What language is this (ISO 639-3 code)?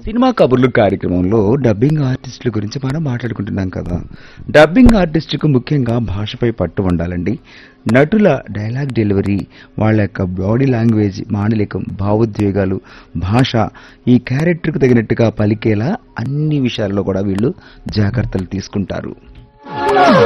tel